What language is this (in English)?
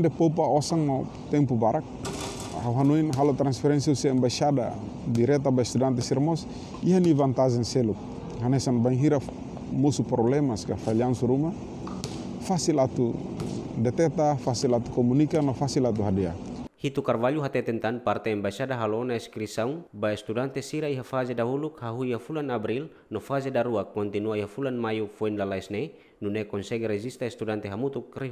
Tetum